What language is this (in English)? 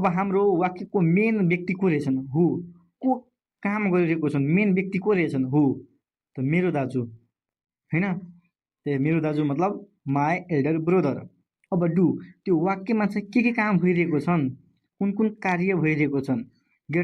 Nepali